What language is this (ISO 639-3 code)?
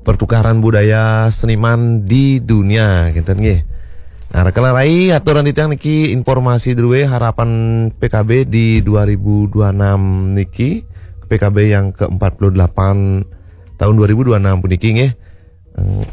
ban